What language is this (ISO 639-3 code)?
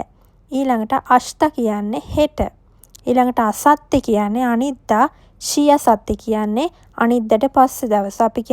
sin